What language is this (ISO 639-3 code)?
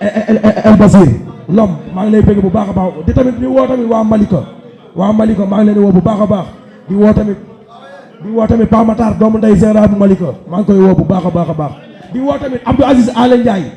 wol